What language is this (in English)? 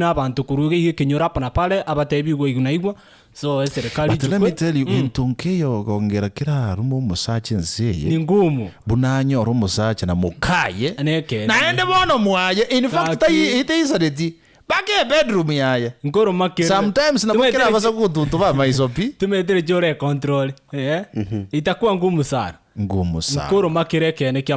Gusii